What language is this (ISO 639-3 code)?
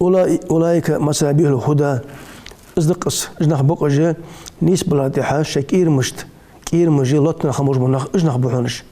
inh